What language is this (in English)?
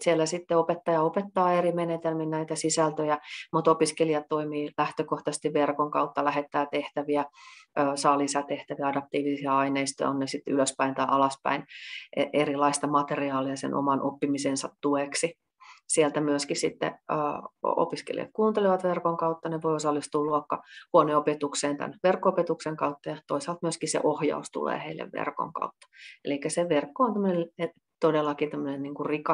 Finnish